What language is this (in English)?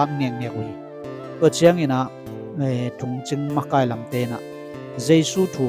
Tedim Chin